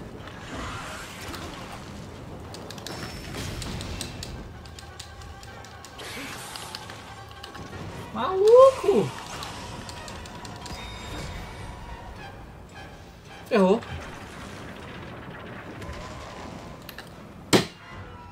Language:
Portuguese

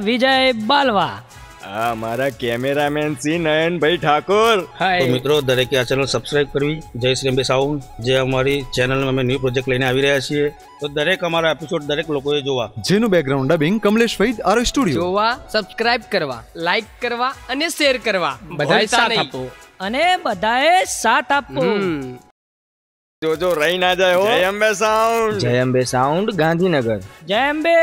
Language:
Gujarati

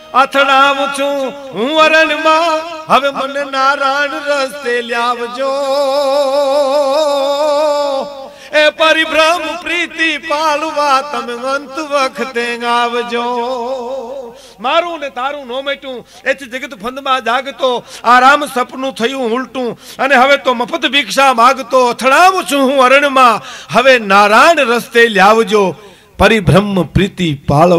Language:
Gujarati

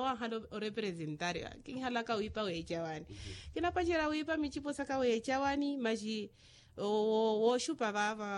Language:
Makhuwa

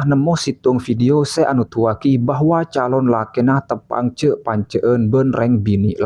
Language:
Madurese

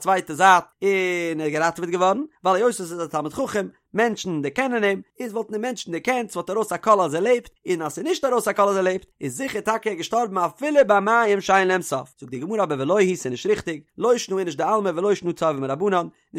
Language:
Yiddish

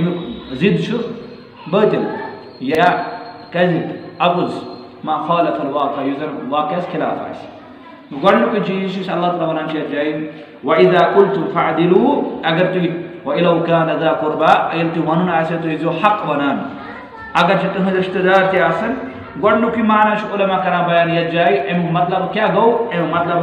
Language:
Kashmiri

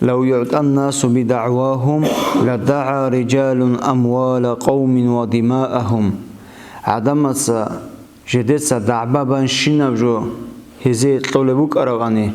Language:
Avaric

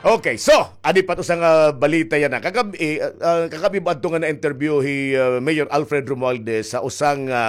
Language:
Waray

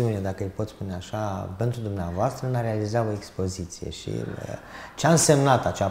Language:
Romanian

